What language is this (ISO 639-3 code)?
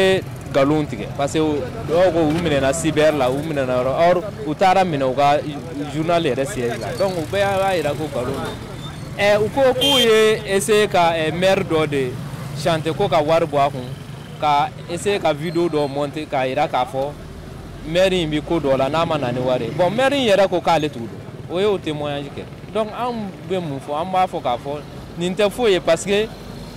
bam